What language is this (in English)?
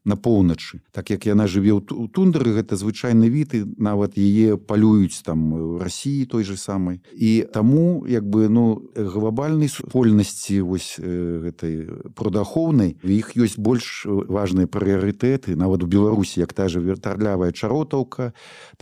Belarusian